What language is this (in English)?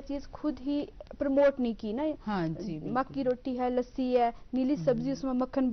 Gujari